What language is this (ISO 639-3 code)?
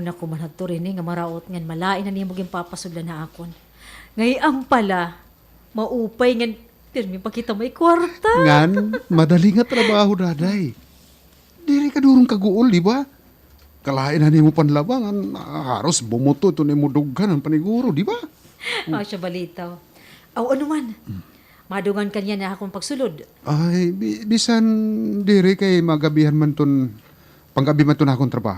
war